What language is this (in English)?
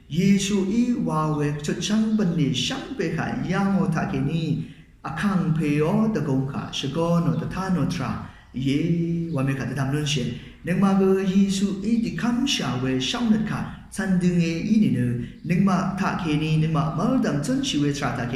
Rawang